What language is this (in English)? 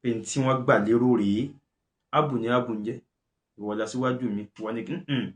Yoruba